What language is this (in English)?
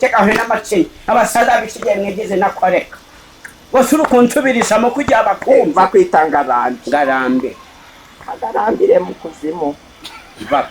Kinyarwanda